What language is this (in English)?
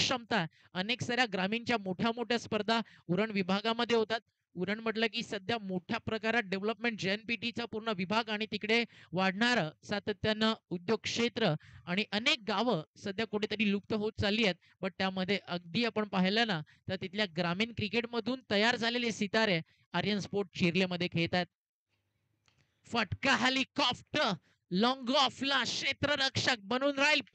Marathi